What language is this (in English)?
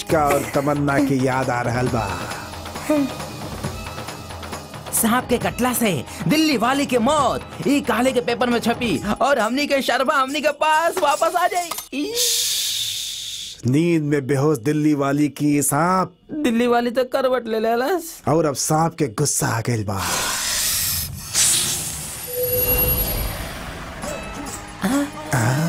Bhojpuri